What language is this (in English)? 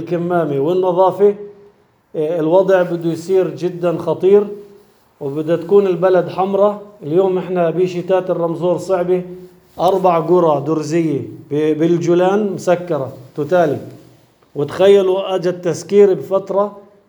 North Levantine Arabic